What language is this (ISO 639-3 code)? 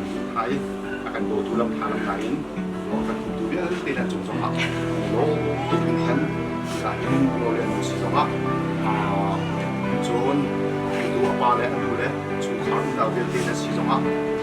cnh